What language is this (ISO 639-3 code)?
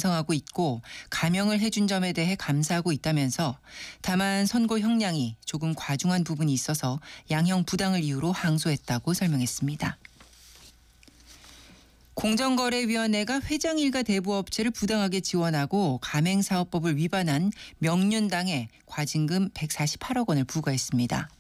kor